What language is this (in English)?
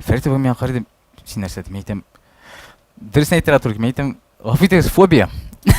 Tatar